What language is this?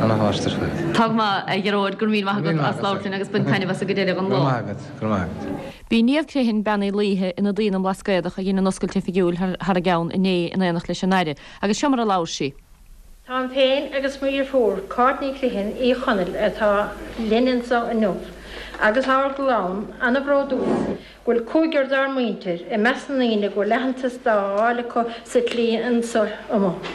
Irish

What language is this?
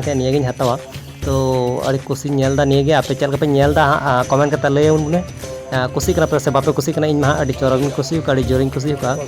Santali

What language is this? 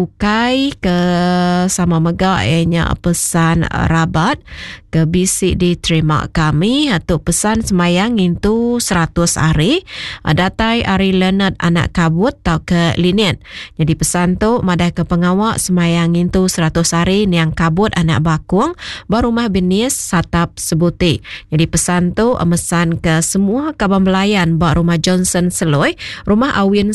Iban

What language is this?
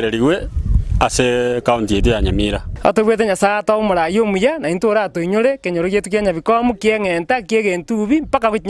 Gusii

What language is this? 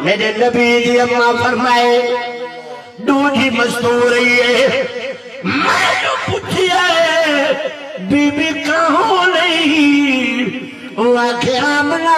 Saraiki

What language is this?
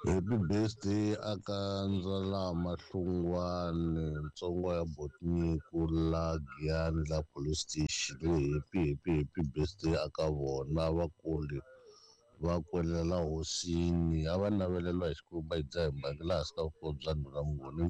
Tsonga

